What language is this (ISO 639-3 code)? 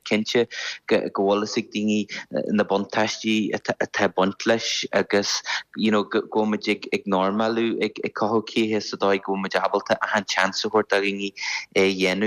gle